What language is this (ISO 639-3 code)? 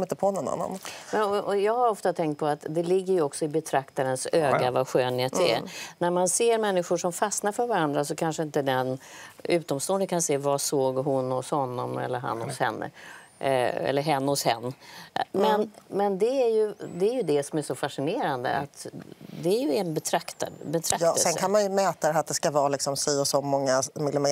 swe